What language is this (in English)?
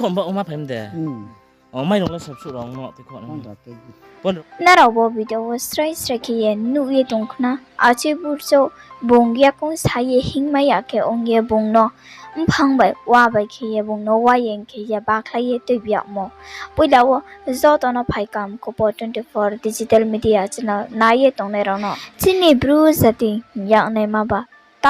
Riang (India)